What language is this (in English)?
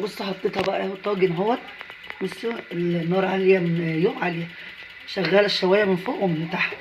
Egyptian Arabic